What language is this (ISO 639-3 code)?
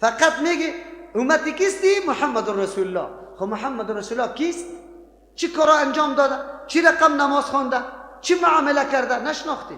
fas